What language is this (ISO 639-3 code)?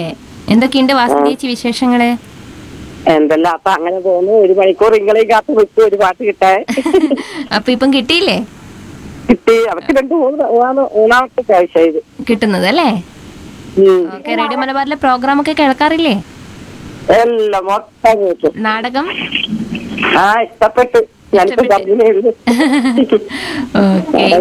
mal